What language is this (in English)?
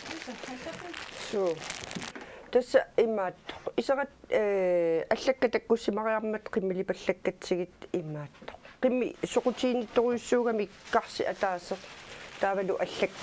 Kalaallisut